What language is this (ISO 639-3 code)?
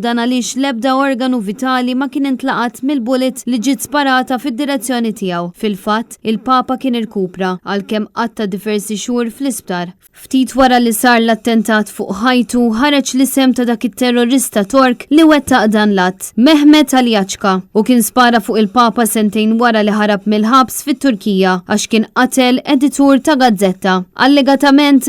mlt